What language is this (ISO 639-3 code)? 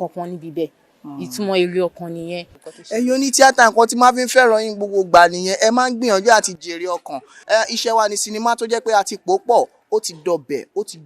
yor